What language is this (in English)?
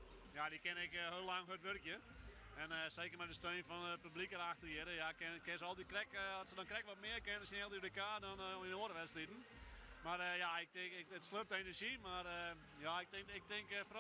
Western Frisian